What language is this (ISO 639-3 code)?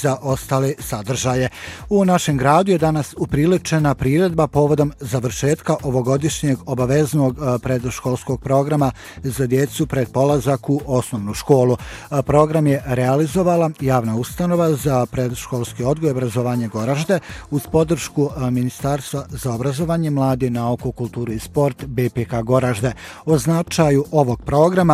bos